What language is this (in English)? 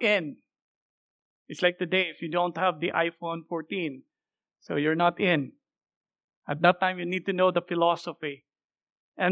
English